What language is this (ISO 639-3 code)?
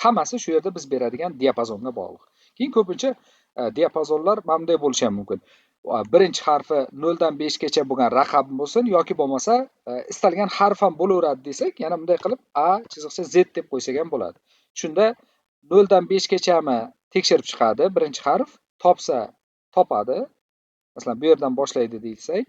uzb